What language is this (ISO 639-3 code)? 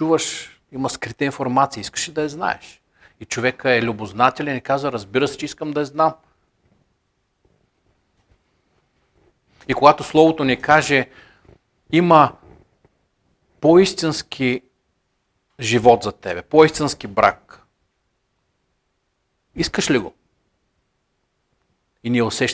bul